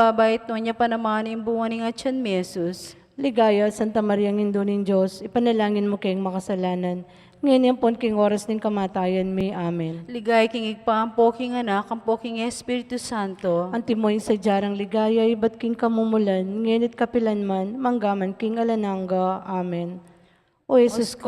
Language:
Pampanga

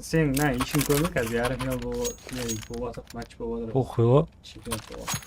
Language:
Kara-Kalpak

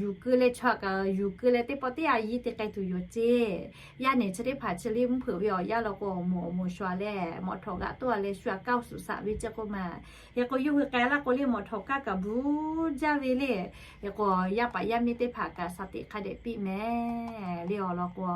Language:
Lahu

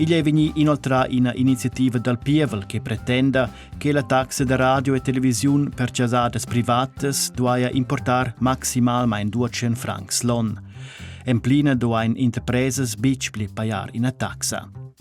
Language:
Romansh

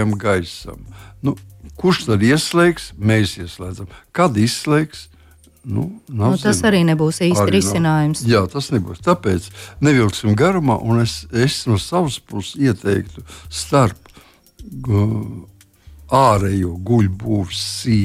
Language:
Latvian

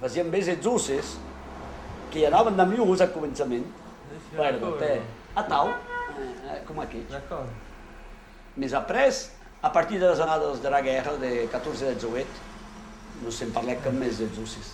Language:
Occitan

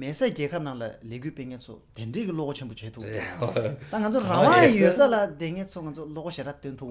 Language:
Tibetan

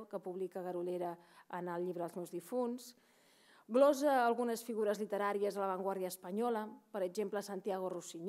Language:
Catalan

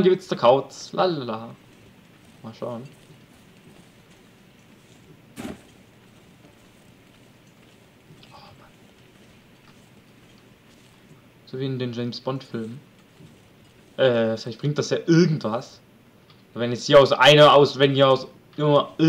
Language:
German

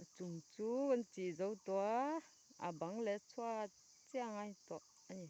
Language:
Mizo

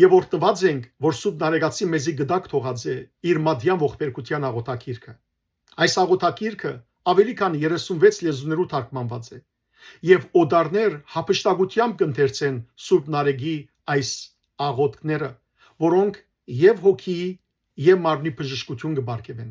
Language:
Western Armenian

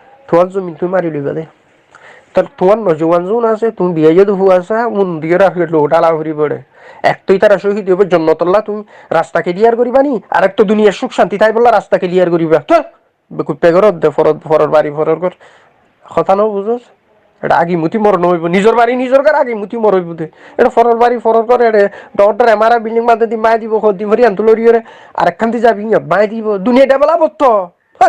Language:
Rohingya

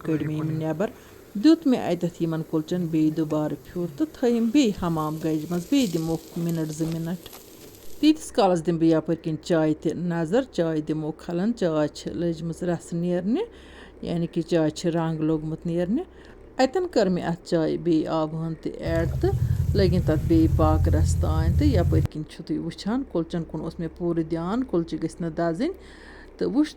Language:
Kashmiri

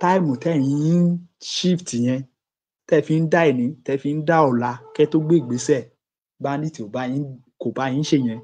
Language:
Yoruba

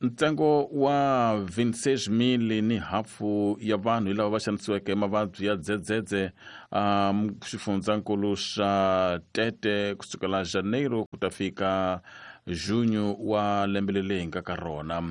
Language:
Tsonga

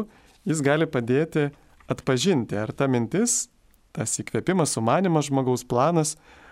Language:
Lithuanian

